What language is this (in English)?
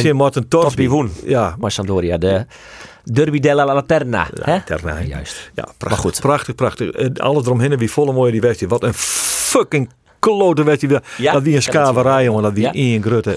Western Frisian